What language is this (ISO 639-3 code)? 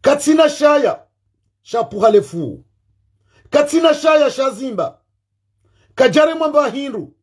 zdj